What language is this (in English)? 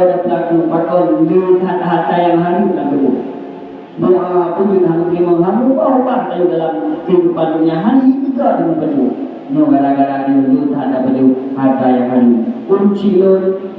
Achinese